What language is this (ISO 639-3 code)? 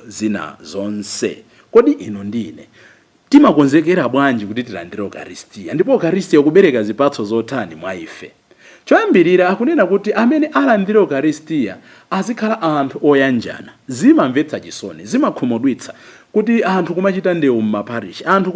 nya